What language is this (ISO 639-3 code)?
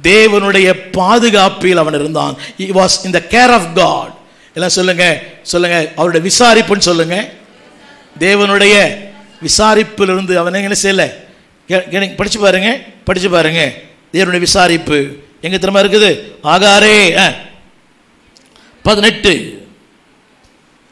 tam